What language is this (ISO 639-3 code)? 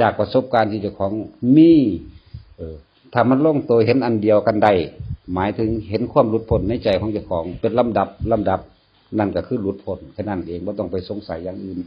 tts